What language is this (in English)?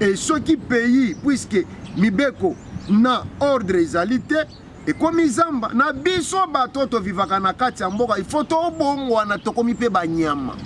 Lingala